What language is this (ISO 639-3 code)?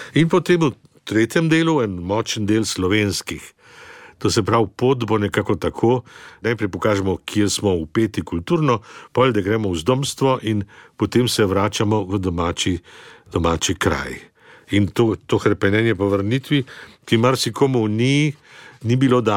slv